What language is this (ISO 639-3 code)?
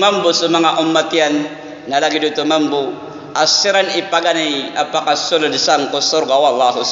mrw